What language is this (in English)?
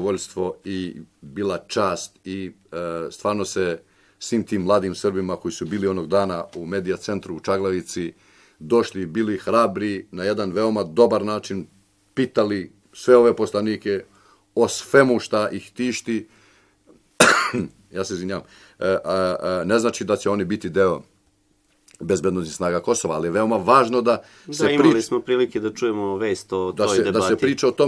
Serbian